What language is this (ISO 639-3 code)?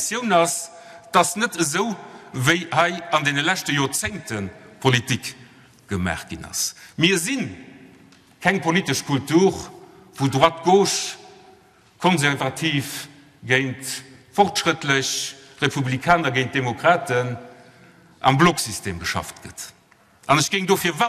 ltz